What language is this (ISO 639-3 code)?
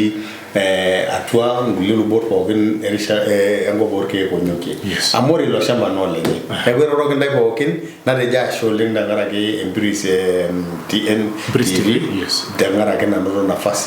mas